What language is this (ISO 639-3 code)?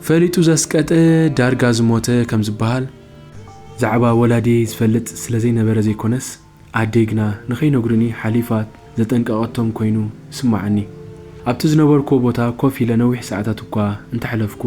tir